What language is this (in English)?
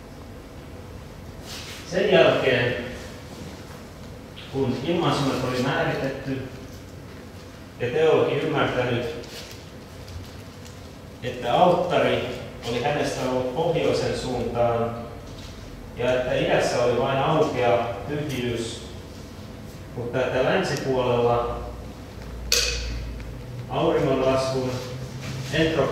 Finnish